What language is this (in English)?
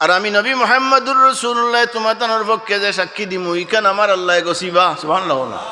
Sylheti